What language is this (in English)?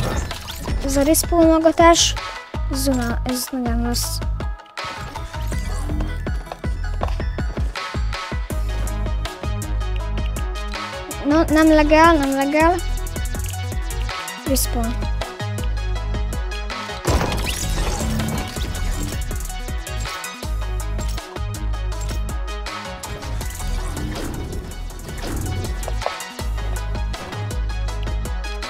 Hungarian